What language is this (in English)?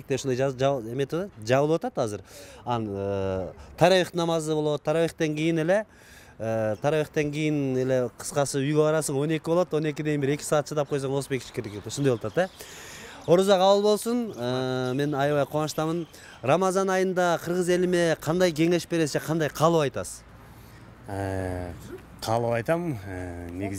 Kyrgyz